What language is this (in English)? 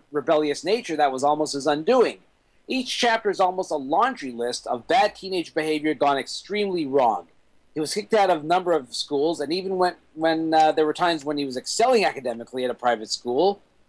English